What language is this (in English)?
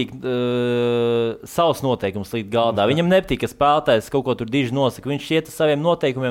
Latvian